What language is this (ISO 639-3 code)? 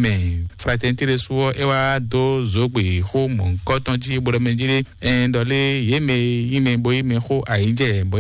fon